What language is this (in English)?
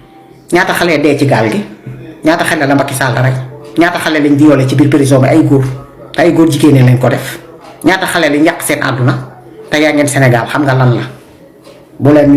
Wolof